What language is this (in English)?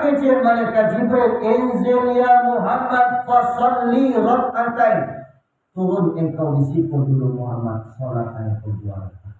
Minangkabau